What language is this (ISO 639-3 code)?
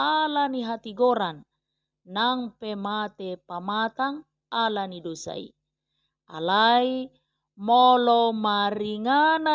bbc